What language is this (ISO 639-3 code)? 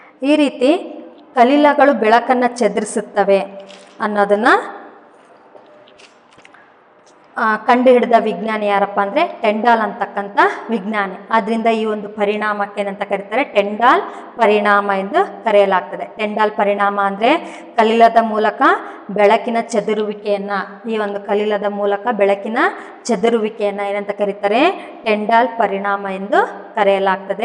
kan